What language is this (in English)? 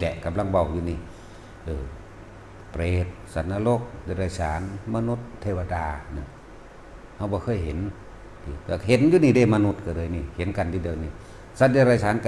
Northeastern Thai